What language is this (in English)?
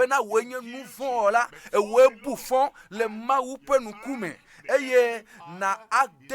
Ewe